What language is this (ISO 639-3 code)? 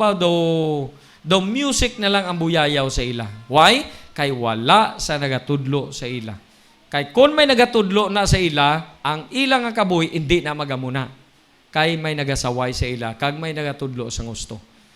hil